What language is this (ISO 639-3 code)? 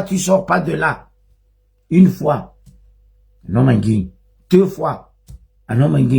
mlg